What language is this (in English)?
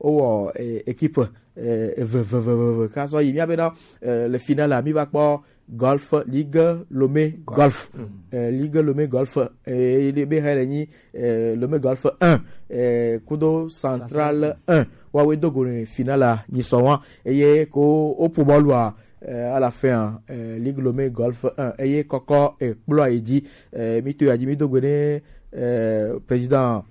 Gen